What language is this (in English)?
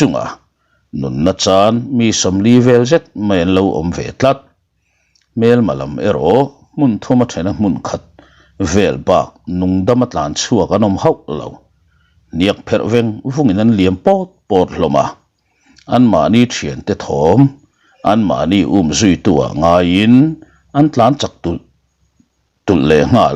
Mizo